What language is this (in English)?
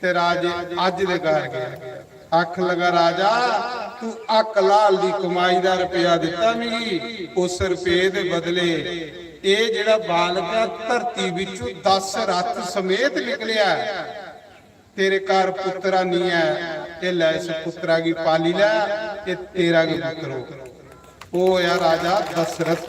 Dogri